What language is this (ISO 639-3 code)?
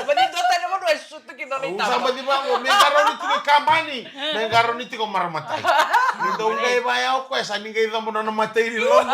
fij